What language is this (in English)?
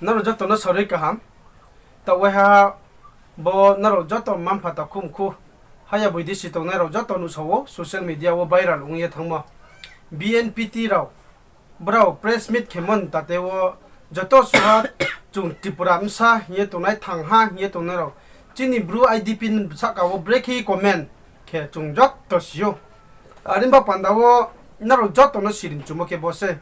Riang (India)